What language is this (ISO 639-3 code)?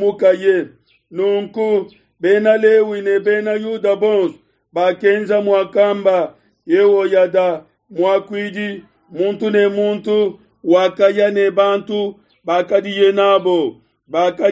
lua